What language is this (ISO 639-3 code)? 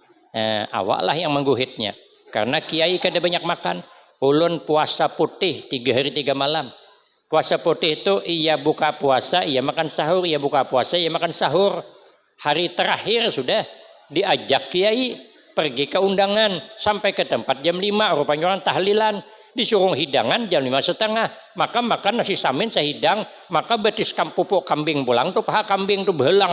bjn